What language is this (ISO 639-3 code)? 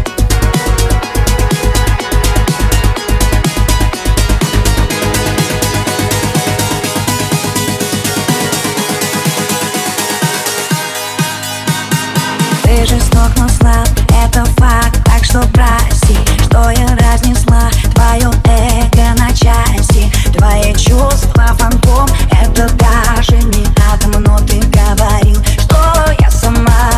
rus